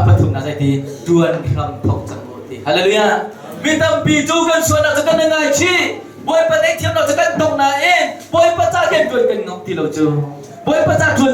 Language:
Hakha Chin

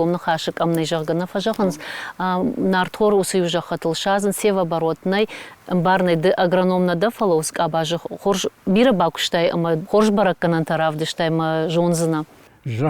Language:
Ossetic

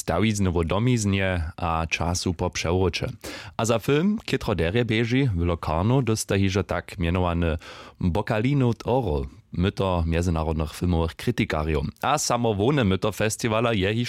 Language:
Upper Sorbian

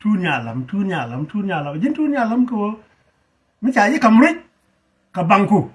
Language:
Nuer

